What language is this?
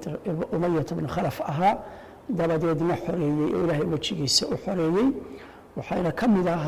Somali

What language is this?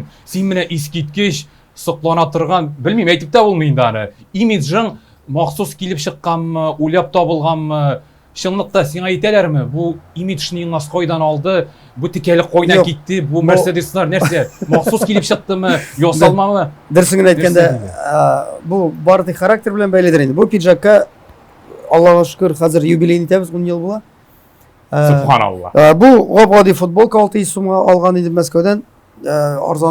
Tatar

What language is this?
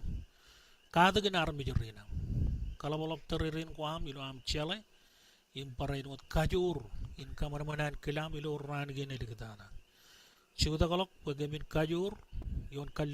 Marshallese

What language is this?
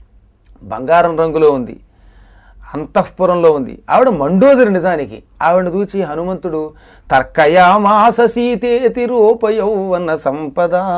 Telugu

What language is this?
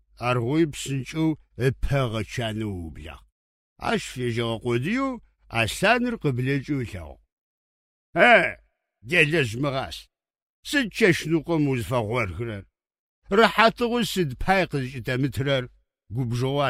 Adyghe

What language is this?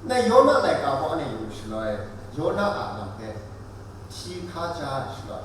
Kachin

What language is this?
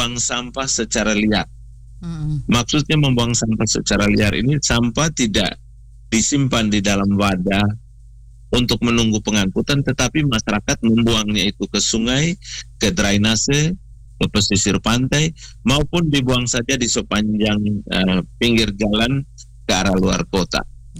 Indonesian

